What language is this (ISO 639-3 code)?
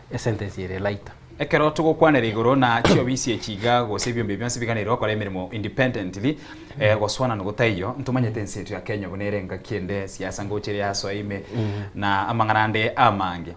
guz